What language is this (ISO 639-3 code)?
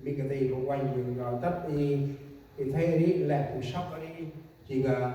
cmo